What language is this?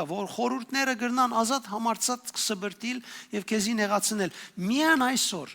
Western Armenian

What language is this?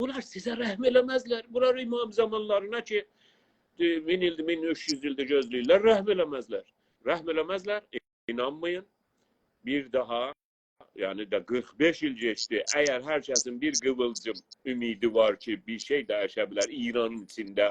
South Azerbaijani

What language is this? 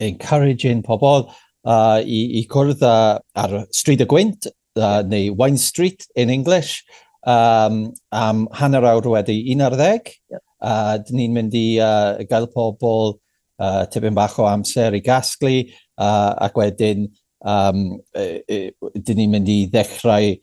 Welsh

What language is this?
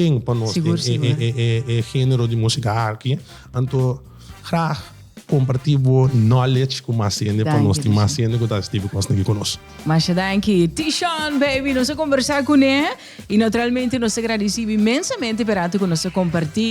Papiamento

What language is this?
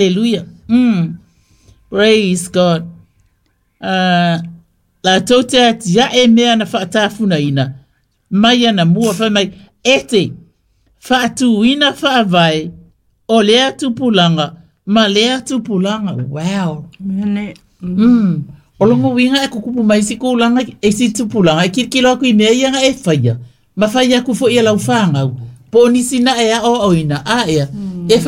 Samoan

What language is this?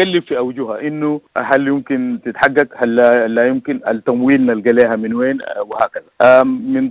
Sudanese Arabic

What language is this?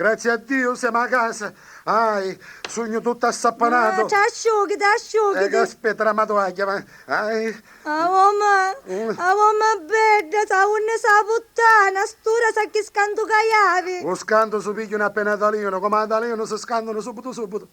Sicilian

